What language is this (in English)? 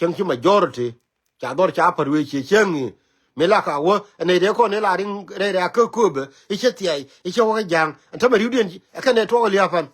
Nuer